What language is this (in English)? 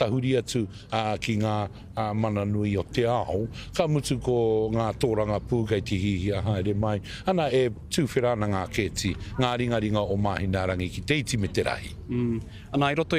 Māori